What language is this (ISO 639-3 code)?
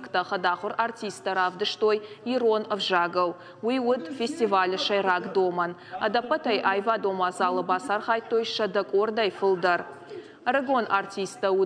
oss